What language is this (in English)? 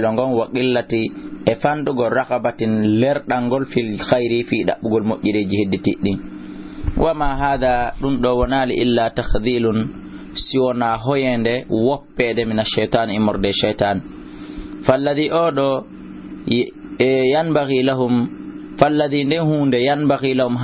Fula